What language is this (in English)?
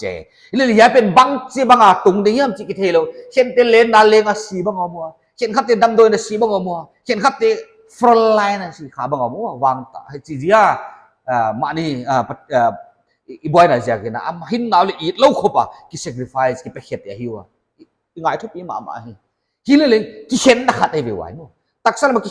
Paite Chin